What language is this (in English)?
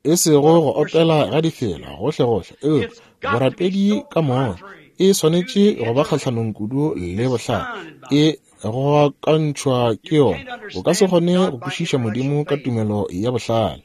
Northern Sotho